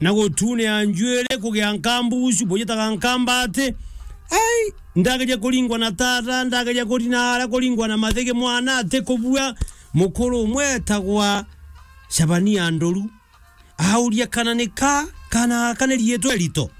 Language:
Meru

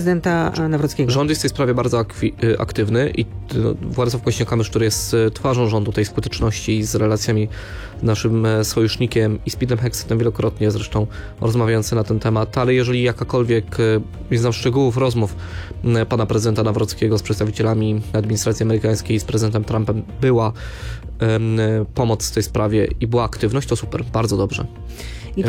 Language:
Polish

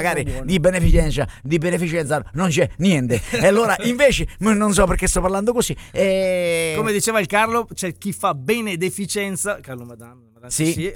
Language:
Italian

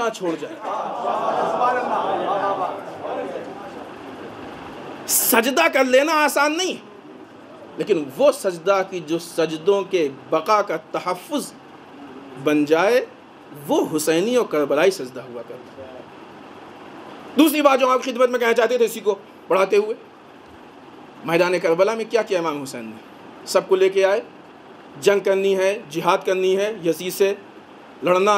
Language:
Urdu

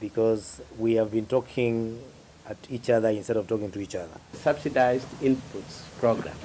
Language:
Kamba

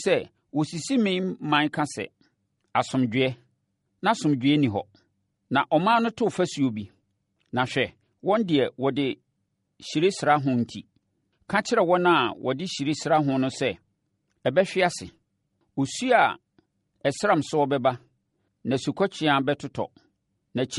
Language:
Akan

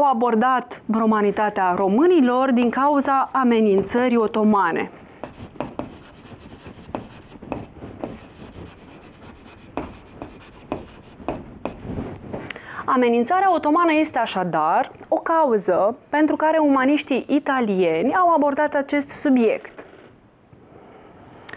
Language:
Romanian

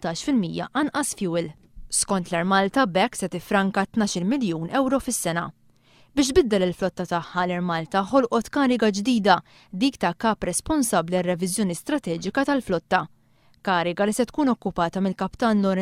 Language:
Maltese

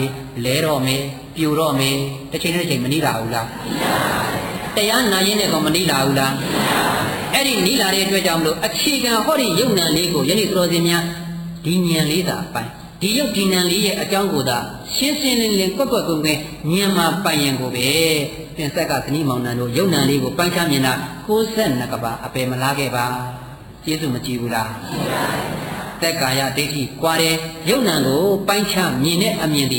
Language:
Burmese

